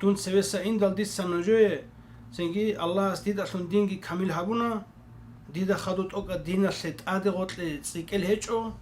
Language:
Avaric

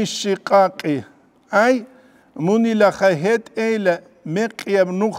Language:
Avaric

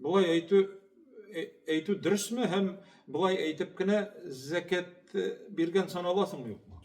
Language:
Tatar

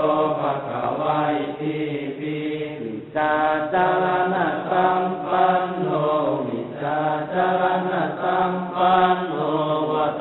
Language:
Pali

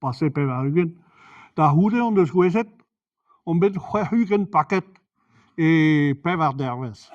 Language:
Breton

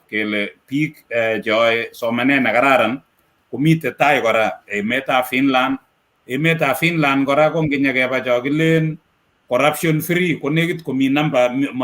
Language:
Kalenjin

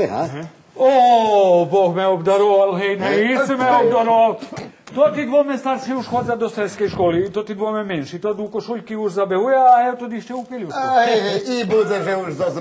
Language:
Rusyn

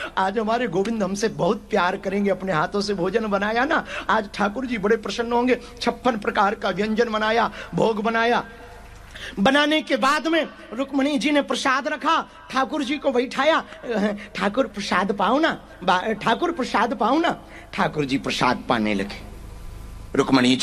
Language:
Hindi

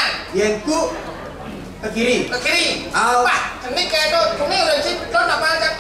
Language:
Balinese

